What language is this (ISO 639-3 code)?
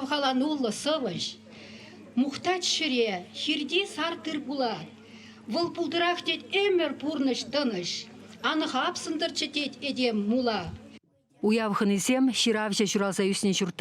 chv